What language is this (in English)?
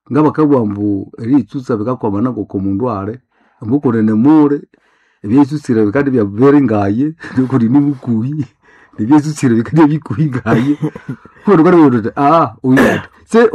Nande